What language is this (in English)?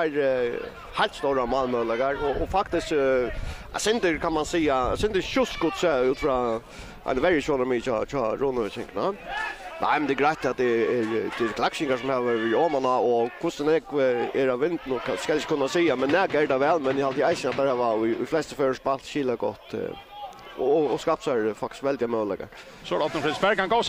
Faroese